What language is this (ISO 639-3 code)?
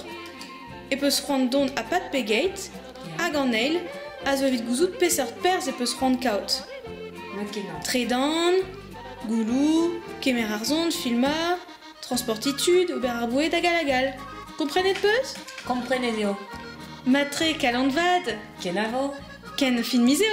bre